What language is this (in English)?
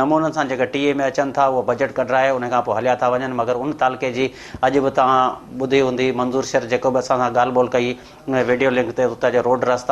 Sindhi